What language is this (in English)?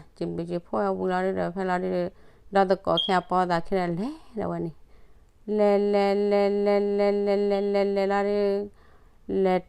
S'gaw Karen